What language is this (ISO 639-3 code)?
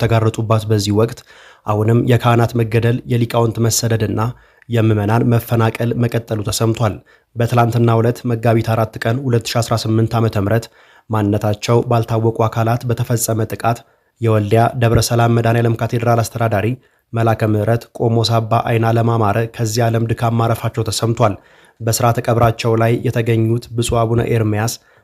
amh